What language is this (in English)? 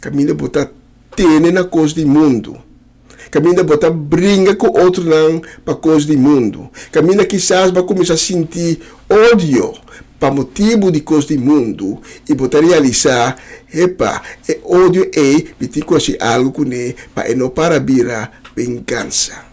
Papiamento